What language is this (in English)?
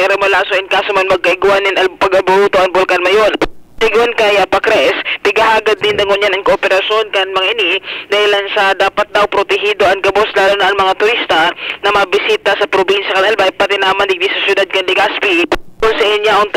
Bikol